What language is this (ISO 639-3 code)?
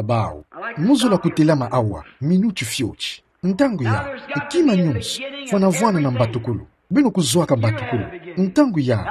ktu